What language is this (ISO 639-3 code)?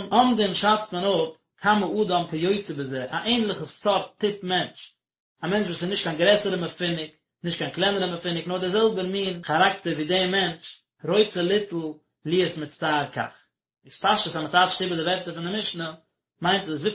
yid